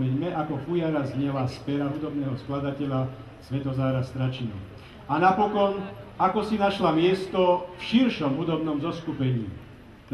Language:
Slovak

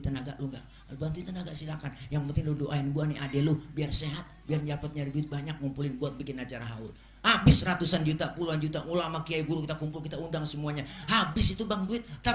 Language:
Betawi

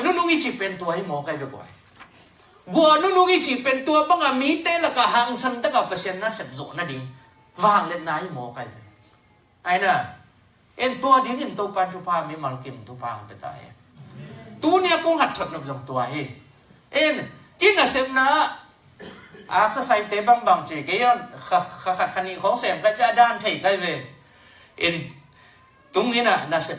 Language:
Tedim Chin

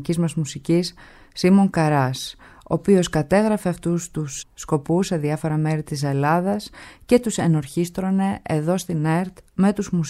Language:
Greek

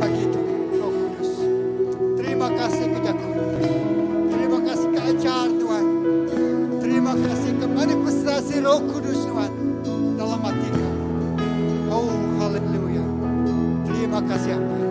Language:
Iban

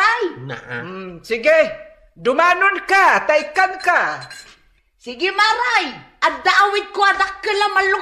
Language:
Iloko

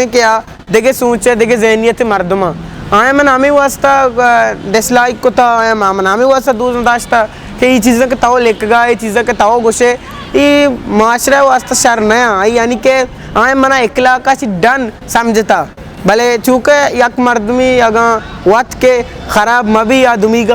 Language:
Eastern Balochi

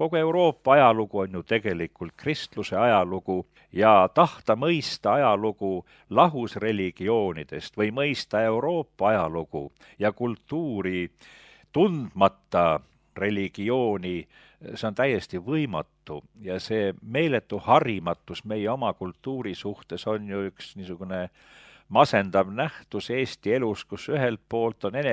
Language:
Estonian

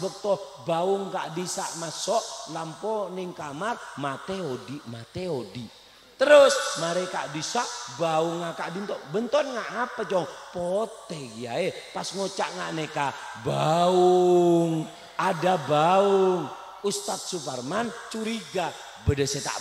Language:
Madurese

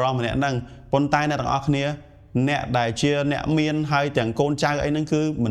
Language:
Khmer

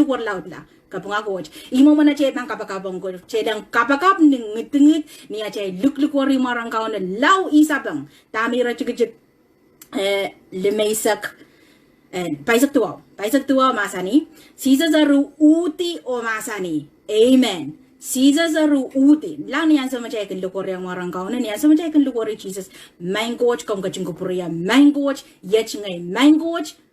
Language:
Pohnpeian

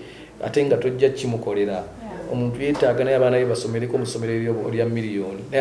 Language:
Ganda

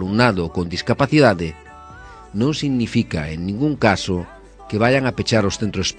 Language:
Galician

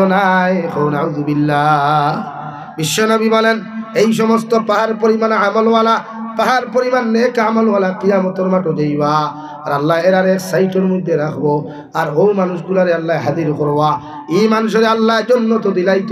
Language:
Sylheti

